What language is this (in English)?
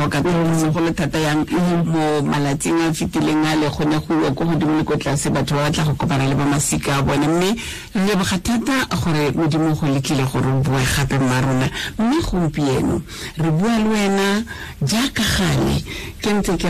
Tswana